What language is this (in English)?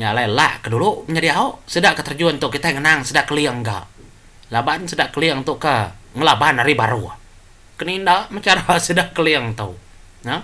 Iban